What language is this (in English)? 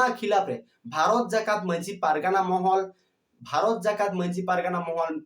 Santali